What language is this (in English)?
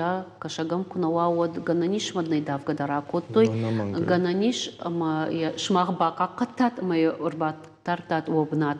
Ossetic